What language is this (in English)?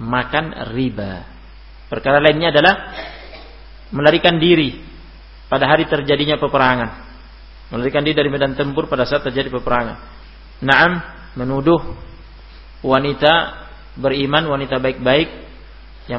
Indonesian